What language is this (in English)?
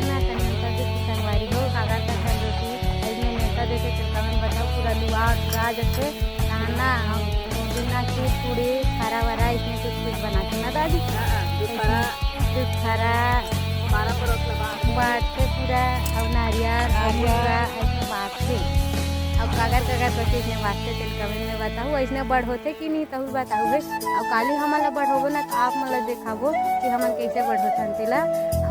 Chhattisgarhi